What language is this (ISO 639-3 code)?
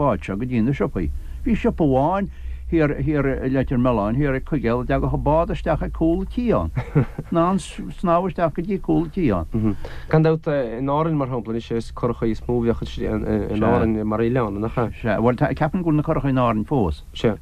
gle